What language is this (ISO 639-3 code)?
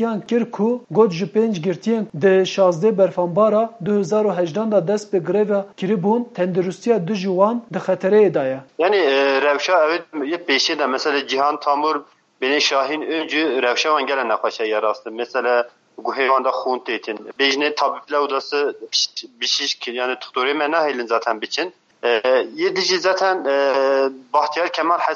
kur